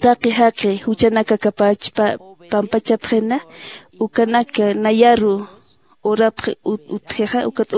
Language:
Aymara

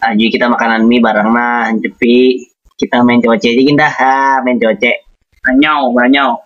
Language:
Banjar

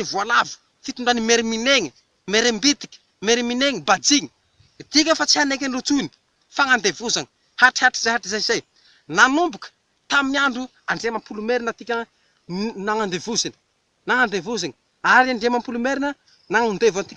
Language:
Malagasy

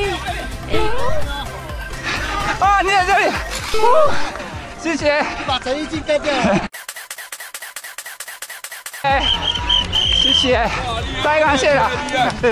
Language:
Chinese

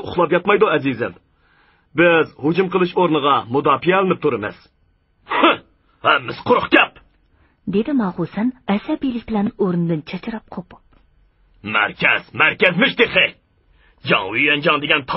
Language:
Uyghur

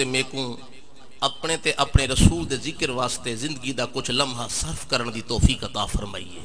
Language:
Saraiki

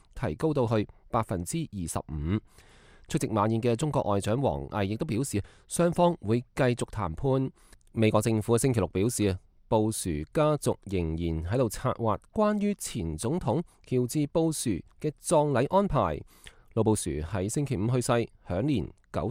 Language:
Cantonese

